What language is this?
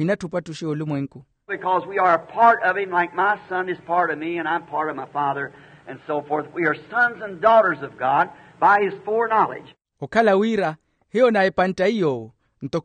Makhuwa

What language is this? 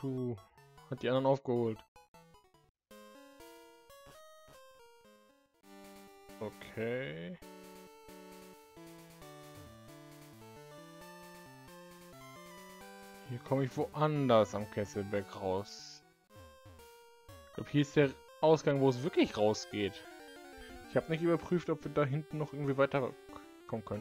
German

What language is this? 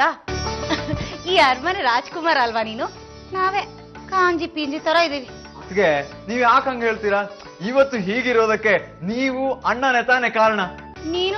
Kannada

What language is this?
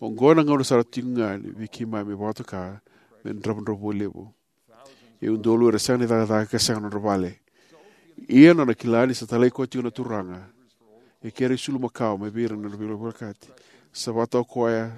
Fijian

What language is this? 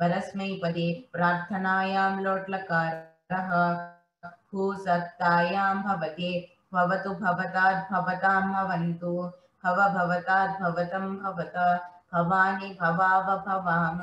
Sanskrit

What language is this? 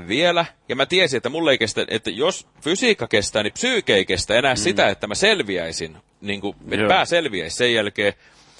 Finnish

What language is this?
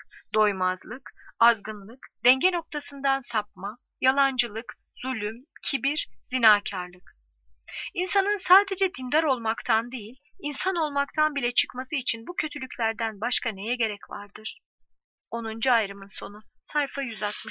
Turkish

